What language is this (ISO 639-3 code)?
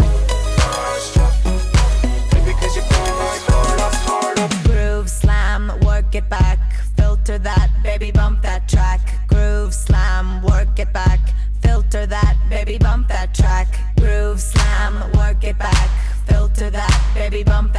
eng